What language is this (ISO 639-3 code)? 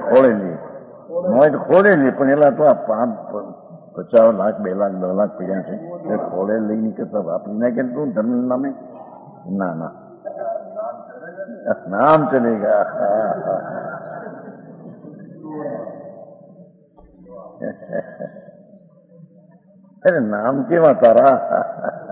guj